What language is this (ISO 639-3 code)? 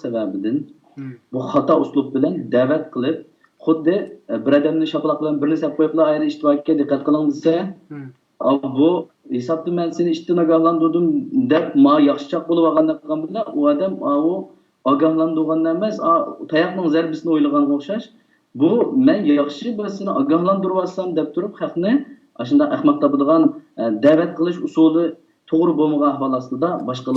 uig